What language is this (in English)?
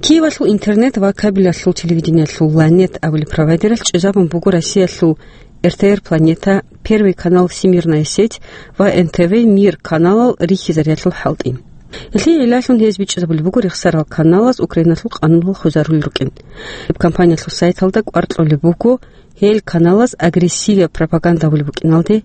Avaric